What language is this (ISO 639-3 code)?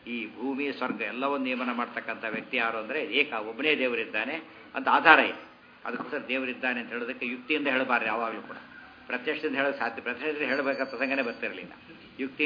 kan